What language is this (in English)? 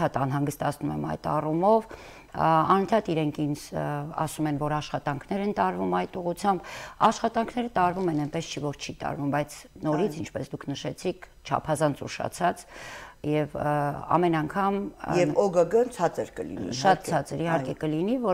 Armenian